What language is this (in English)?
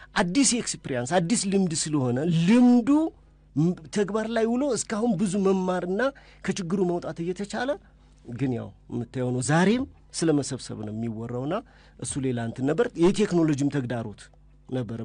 Amharic